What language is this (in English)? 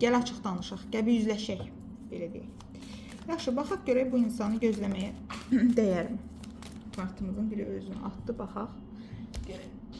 Azerbaijani